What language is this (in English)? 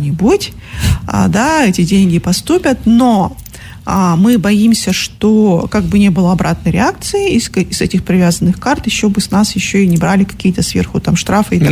Russian